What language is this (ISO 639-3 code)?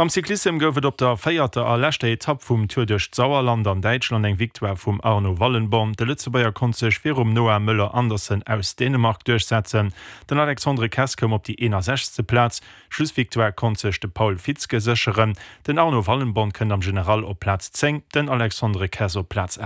ltz